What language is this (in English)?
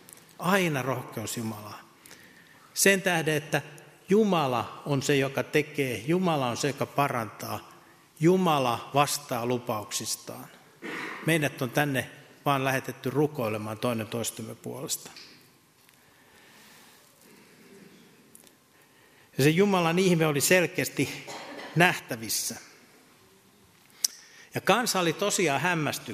Finnish